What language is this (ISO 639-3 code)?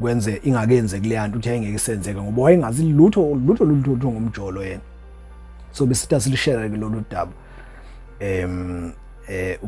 zul